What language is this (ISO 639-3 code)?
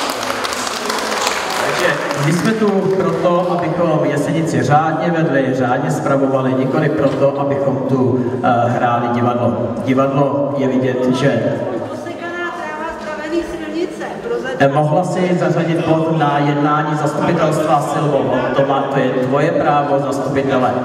ces